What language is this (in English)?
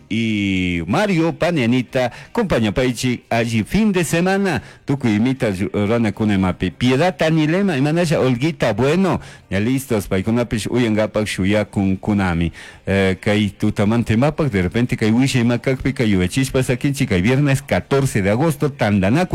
Chimborazo Highland Quichua